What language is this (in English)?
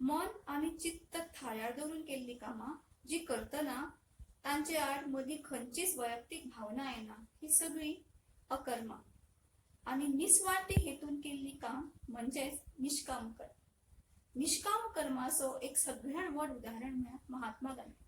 Konkani